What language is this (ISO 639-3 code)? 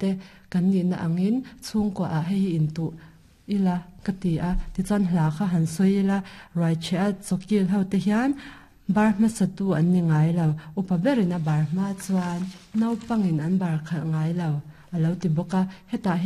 lus